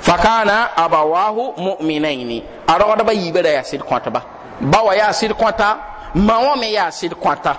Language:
Mossi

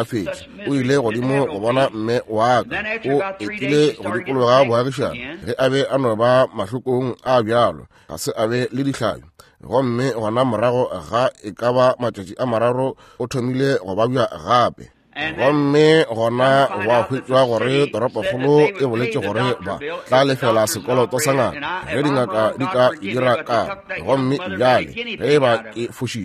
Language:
Northern Sotho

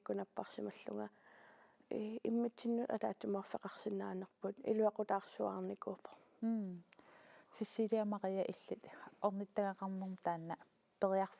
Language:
Kalaallisut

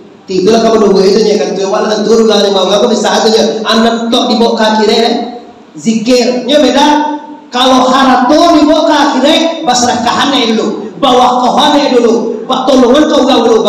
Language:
Minangkabau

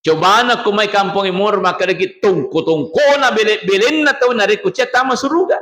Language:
Buginese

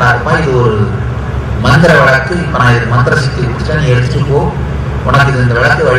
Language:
Tamil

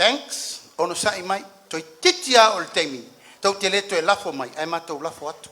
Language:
Samoan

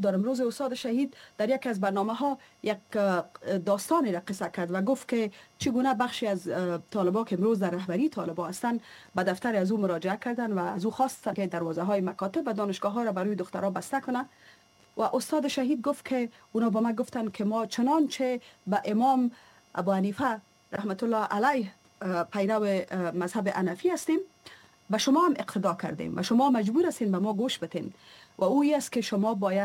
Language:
Persian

